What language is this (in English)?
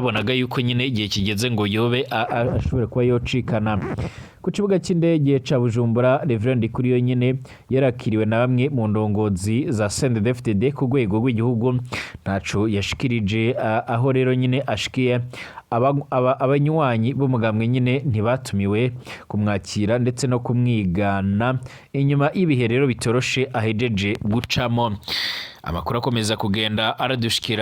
Rundi